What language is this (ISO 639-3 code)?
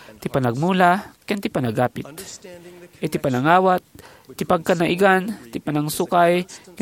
ilo